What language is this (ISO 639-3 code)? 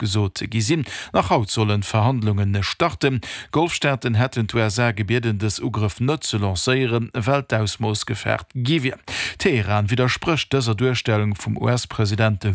ltz